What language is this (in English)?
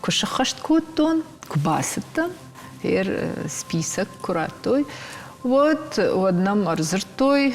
Ossetic